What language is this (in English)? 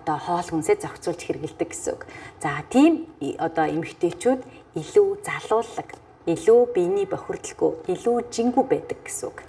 Mongolian